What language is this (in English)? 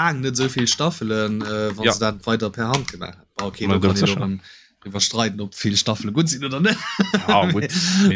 Luxembourgish